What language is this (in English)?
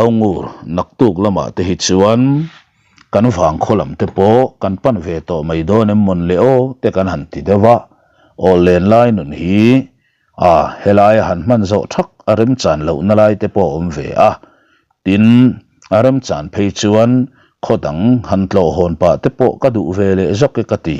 Mizo